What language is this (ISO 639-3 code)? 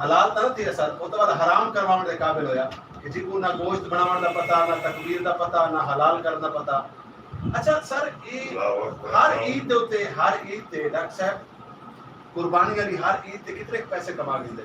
skr